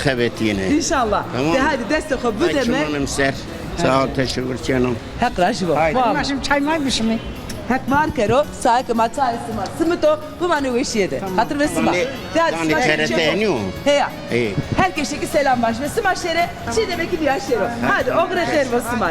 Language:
Zaza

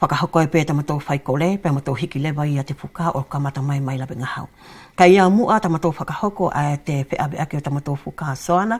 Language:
Wallisian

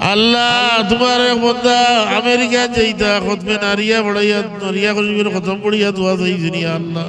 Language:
Sylheti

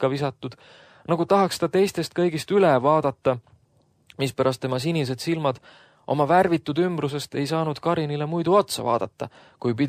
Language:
Estonian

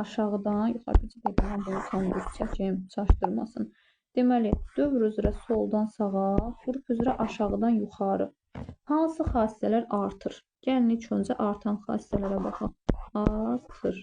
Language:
Azerbaijani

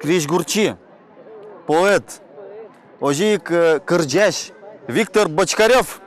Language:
Udmurt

